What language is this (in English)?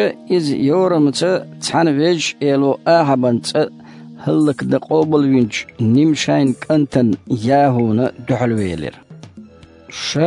Chechen